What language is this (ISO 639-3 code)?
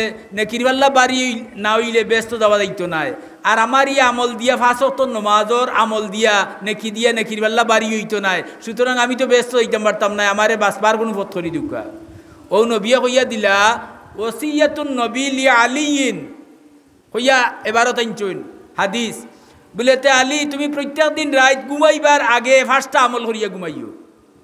syl